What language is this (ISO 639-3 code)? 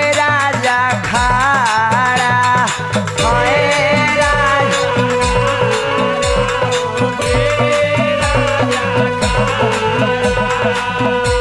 bho